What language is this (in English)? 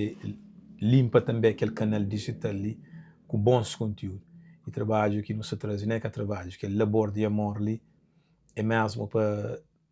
Kabuverdianu